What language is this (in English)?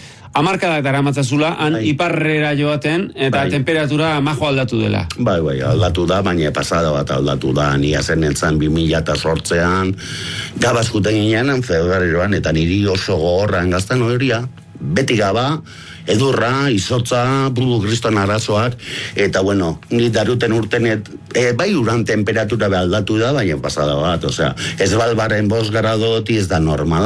Basque